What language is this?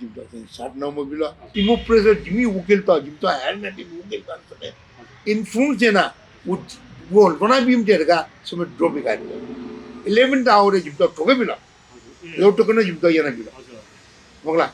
Newari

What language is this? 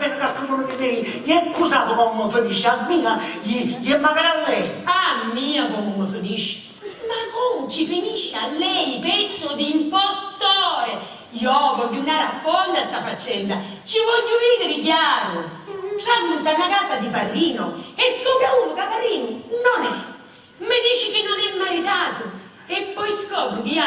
Sicilian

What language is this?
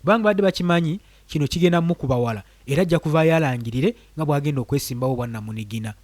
Ganda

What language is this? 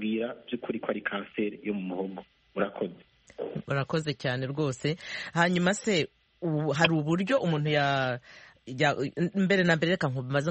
Kinyarwanda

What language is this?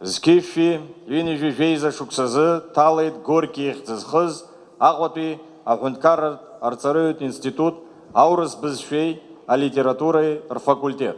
Abkhazian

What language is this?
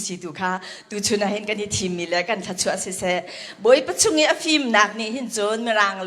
Hakha Chin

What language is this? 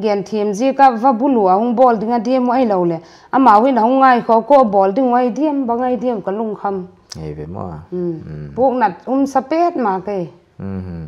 Paite Chin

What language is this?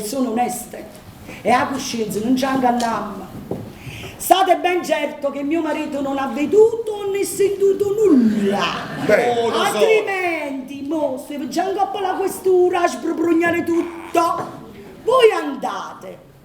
Neapolitan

